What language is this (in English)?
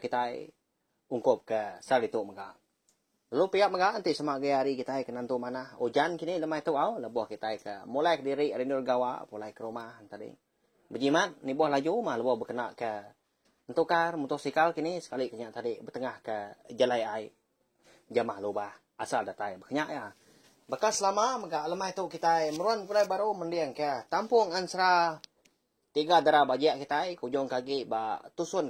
Iban